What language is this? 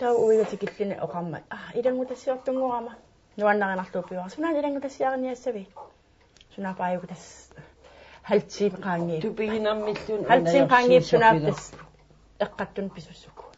Kalaallisut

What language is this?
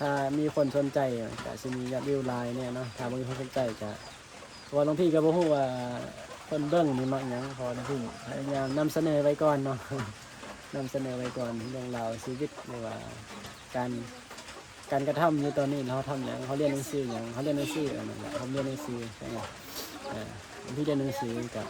Northeastern Thai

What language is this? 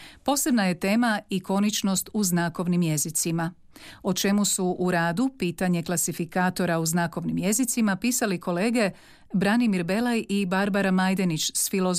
Croatian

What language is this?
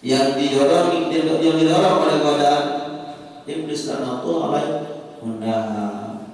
Sasak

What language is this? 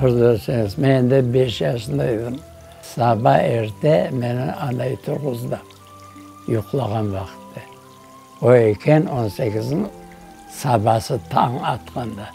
Crimean Tatar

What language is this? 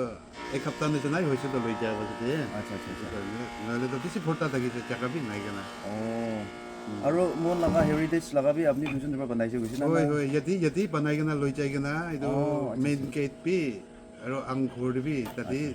Naga Pidgin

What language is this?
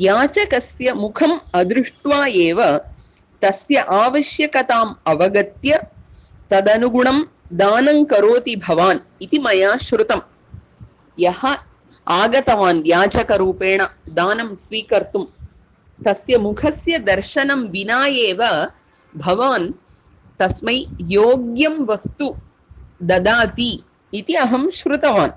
Sanskrit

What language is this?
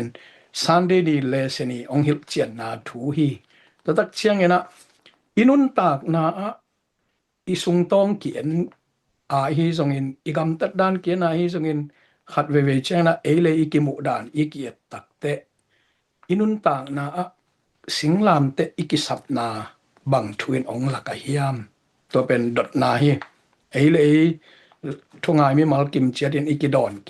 Tedim Chin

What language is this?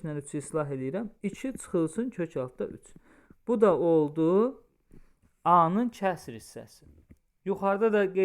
Azerbaijani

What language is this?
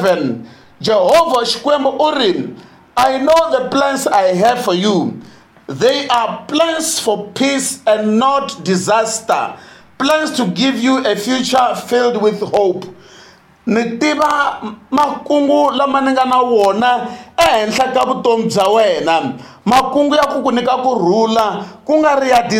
Tsonga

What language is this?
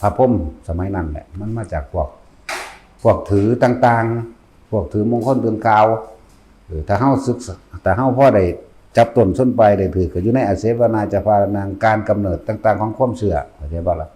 Northeastern Thai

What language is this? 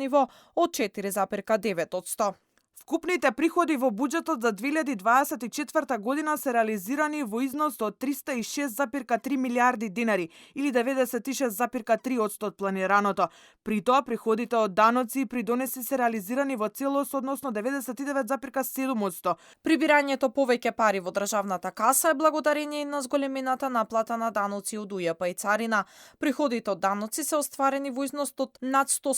Macedonian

